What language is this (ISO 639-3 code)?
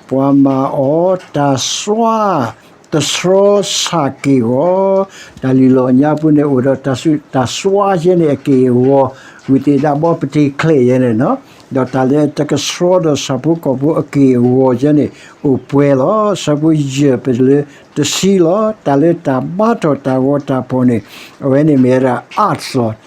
ksw